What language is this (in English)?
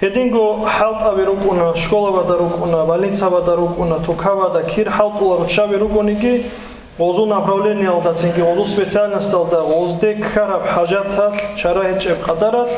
Avaric